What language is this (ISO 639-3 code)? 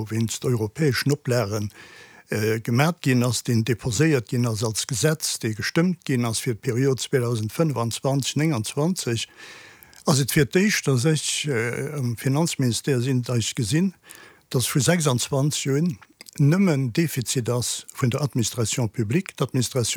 ltz